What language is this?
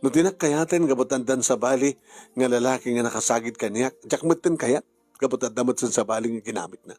Iloko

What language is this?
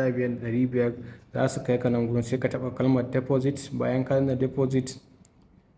Hausa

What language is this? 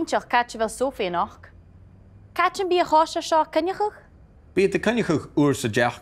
Scottish Gaelic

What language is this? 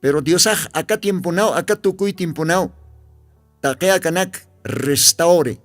Aymara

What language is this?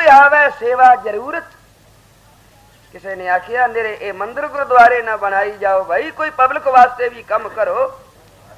Punjabi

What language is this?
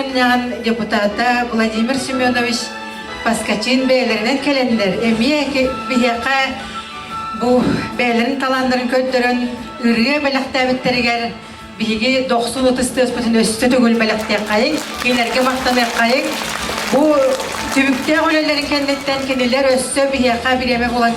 Yakut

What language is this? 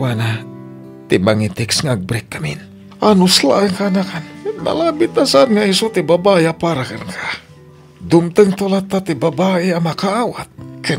Iloko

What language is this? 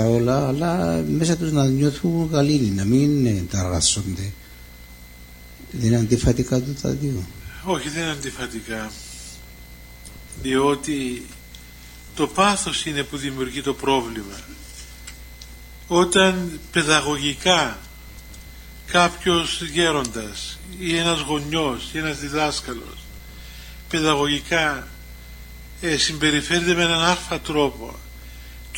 Greek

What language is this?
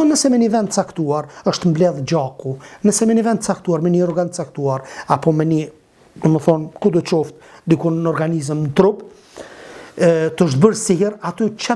Albanian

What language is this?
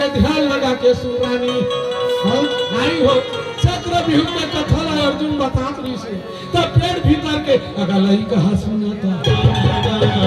Chhattisgarhi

